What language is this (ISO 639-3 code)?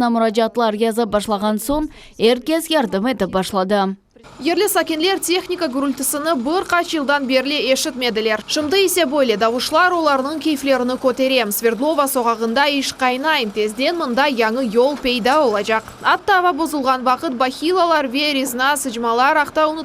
crh